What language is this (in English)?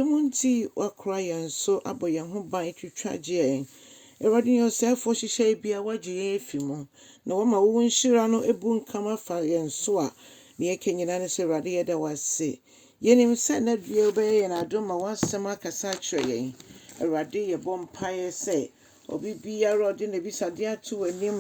Akan